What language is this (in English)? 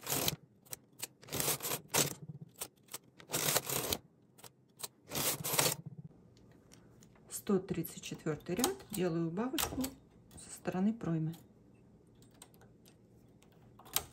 Russian